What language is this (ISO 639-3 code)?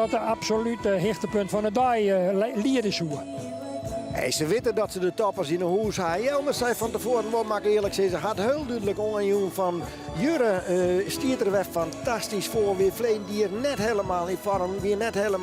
fry